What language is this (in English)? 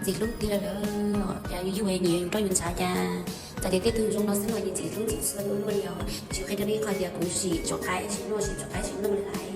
Hmong